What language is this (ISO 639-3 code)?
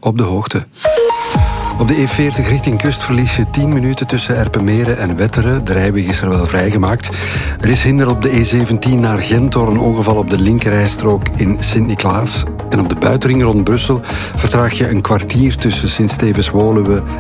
nld